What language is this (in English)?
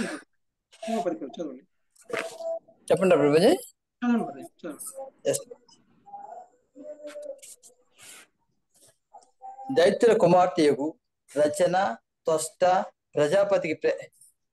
Telugu